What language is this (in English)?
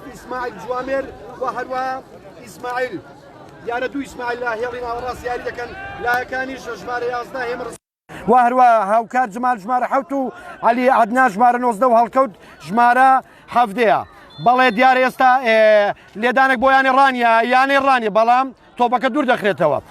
Central Kurdish